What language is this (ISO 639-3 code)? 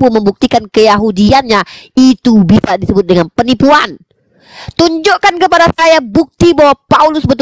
ind